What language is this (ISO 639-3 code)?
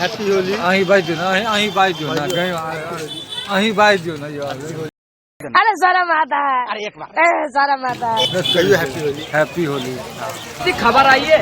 mai